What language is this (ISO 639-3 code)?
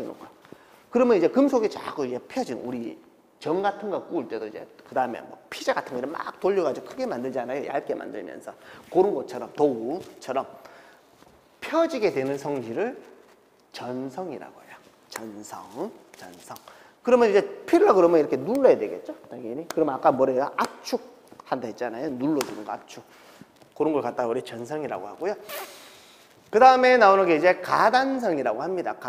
kor